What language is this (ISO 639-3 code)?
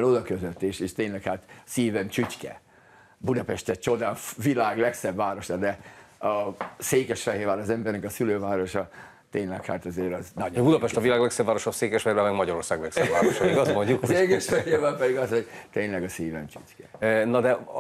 hun